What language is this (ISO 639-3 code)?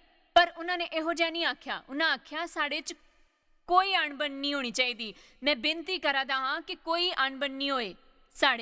doi